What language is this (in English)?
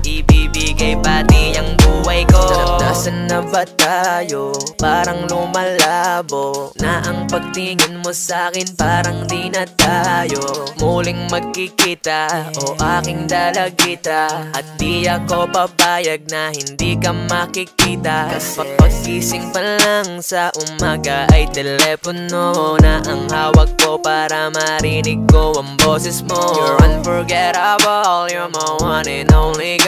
Filipino